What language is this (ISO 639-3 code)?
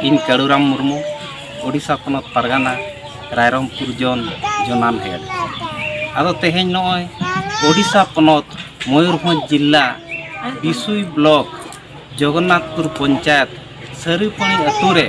sat